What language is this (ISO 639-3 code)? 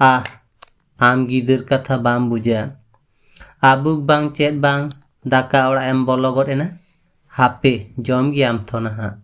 sat